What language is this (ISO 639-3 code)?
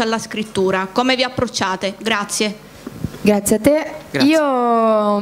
ita